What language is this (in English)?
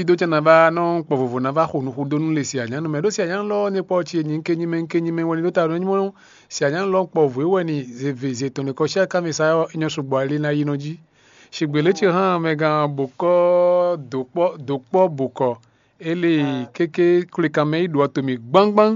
Fon